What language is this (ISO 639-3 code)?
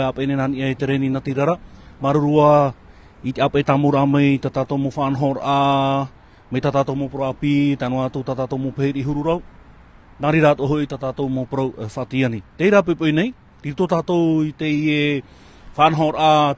tah